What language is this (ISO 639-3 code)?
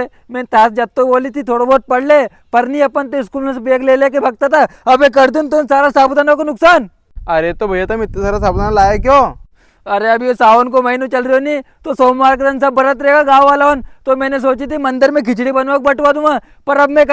raj